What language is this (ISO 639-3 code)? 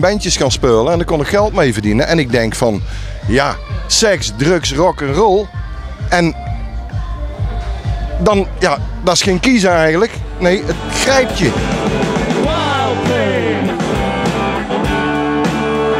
nld